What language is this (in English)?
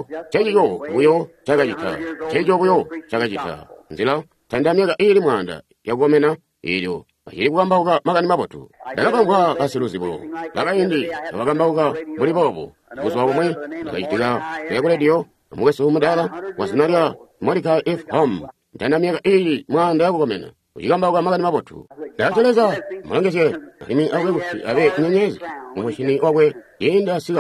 Tonga (Zambia)